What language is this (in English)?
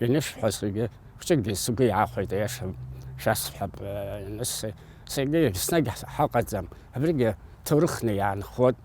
Abkhazian